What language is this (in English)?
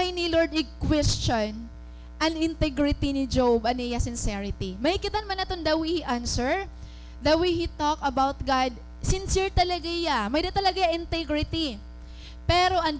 Waray